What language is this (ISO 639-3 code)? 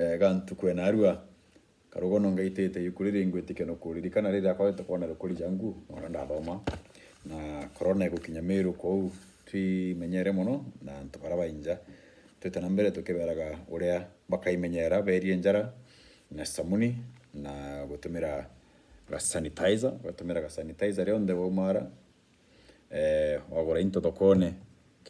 mer